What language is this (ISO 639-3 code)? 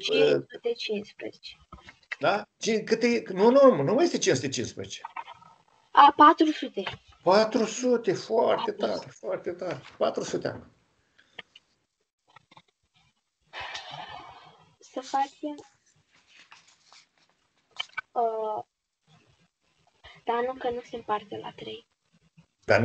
ron